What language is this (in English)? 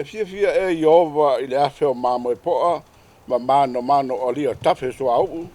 Samoan